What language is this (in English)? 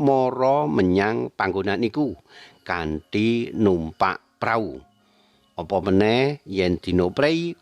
Javanese